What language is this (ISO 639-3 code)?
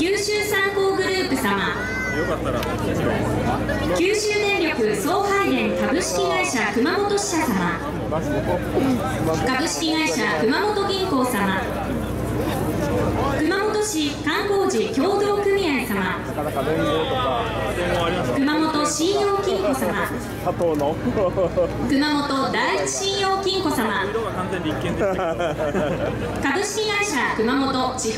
jpn